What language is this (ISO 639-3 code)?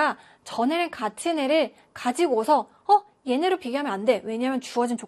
kor